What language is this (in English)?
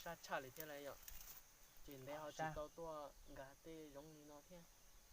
Hmong